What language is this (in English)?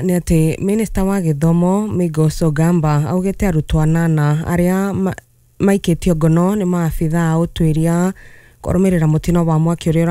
Kikuyu